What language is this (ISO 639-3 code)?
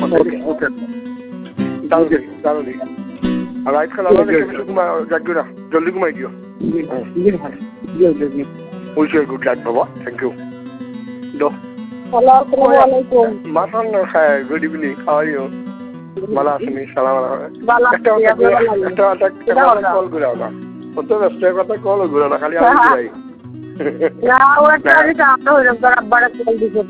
ben